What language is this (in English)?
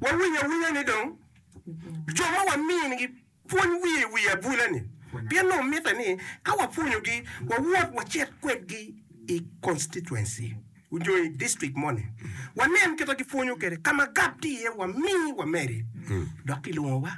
Acoli